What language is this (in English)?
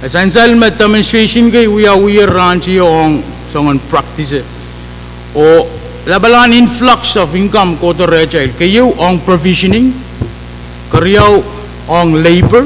Pohnpeian